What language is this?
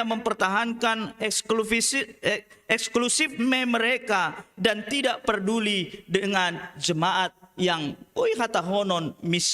Batak Simalungun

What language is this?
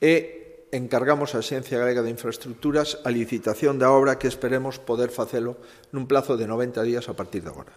Galician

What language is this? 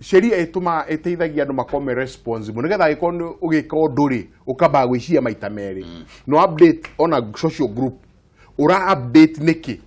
Kikuyu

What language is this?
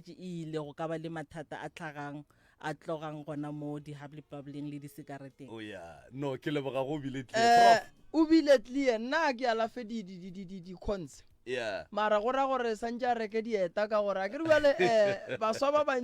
Northern Sotho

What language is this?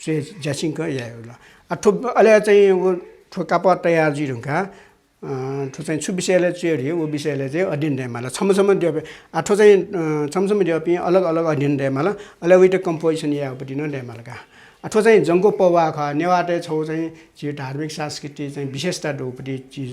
Newari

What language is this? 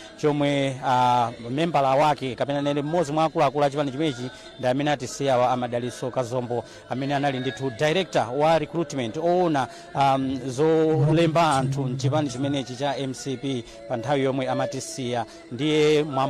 Nyanja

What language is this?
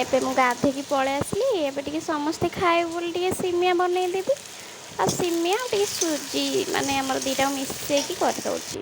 Odia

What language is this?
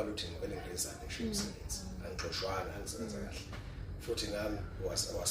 Zulu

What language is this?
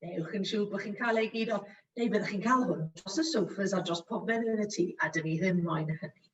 Welsh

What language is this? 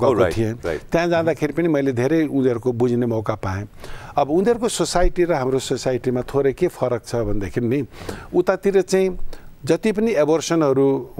Nepali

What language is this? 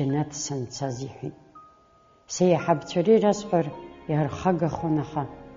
Abkhazian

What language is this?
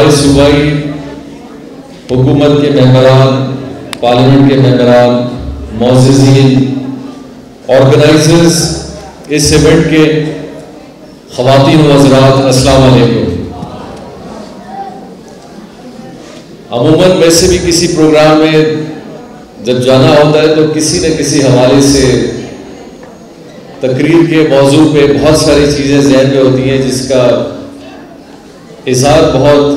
Urdu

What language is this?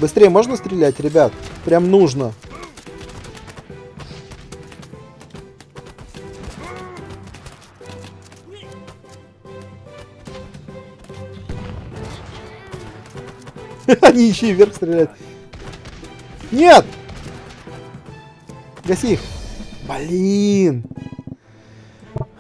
Russian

